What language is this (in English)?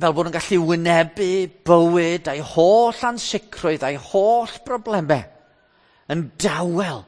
Welsh